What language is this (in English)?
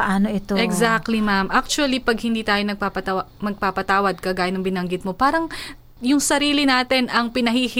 Filipino